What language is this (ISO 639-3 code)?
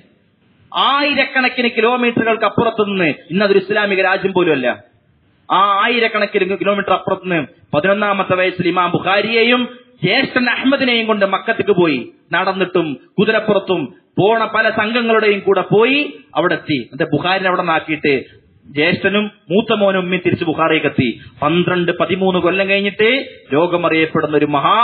mal